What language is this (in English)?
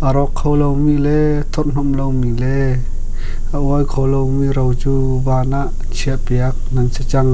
Hakha Chin